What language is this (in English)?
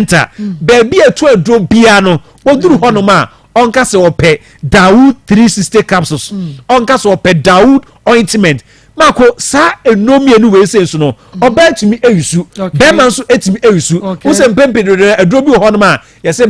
Akan